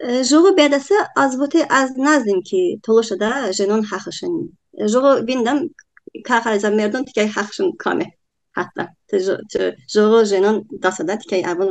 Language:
Talysh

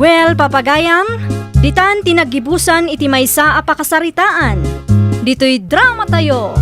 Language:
Iloko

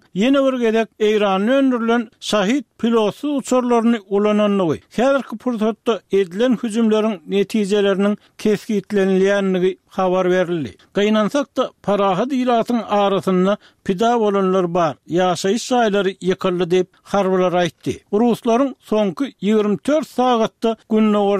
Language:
Turkmen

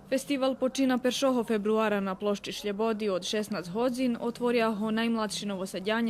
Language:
Rusyn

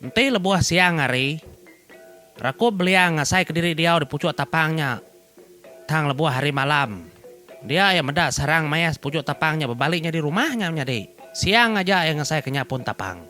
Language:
Iban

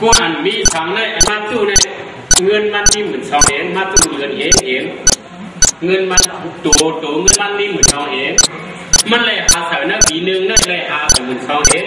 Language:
Shan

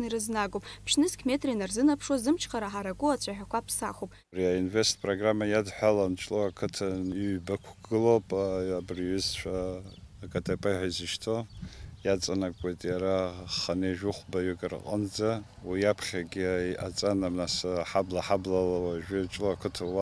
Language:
Abkhazian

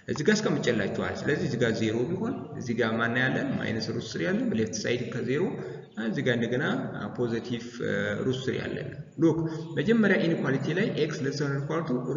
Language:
Amharic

